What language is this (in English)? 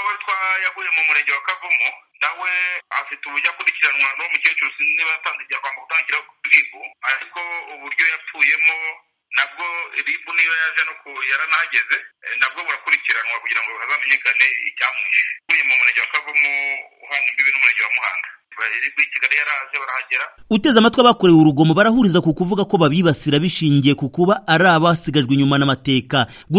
Kinyarwanda